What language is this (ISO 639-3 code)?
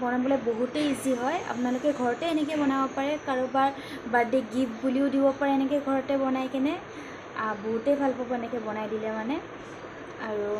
asm